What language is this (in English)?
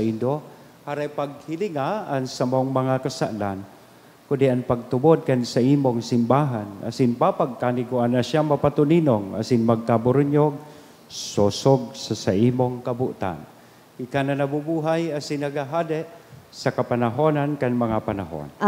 Bikol